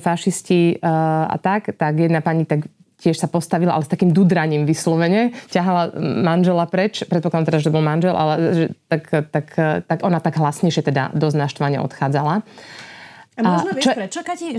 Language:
Slovak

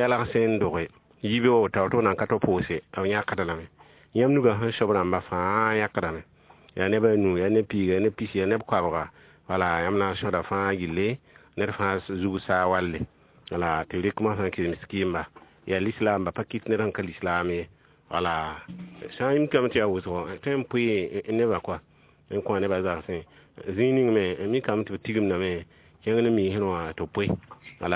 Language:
Mossi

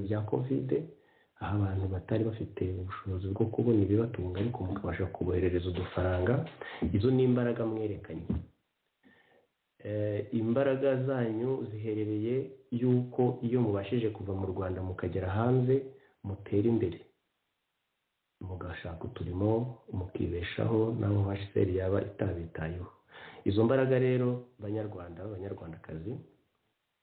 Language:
Kinyarwanda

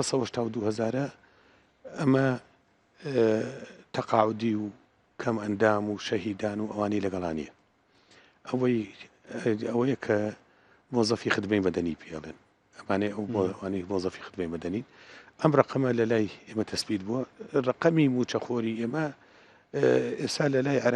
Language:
Central Kurdish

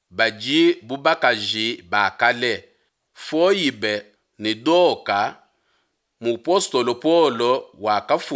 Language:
Luba-Lulua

